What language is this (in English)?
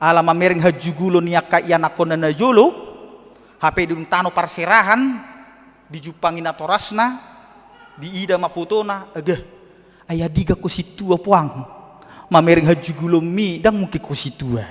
Batak Toba